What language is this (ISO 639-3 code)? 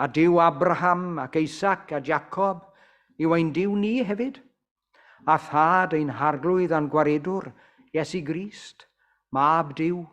cym